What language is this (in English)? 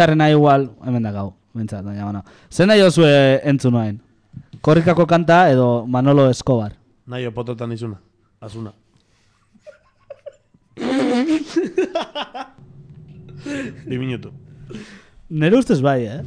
Basque